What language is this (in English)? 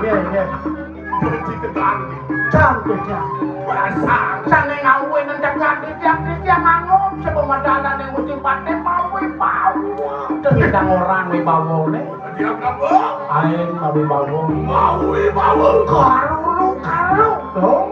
Balinese